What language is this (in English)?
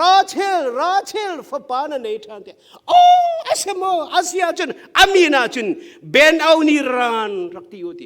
Hakha Chin